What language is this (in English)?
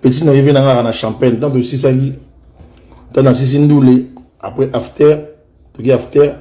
Lingala